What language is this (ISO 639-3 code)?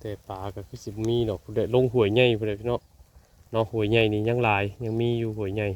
tts